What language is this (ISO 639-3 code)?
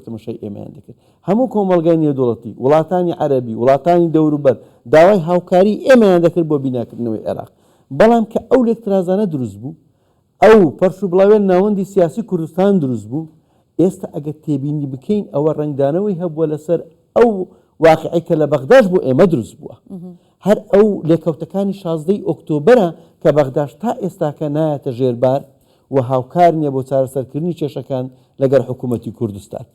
ckb